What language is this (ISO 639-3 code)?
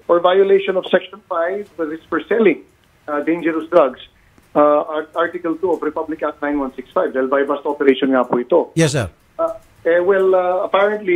fil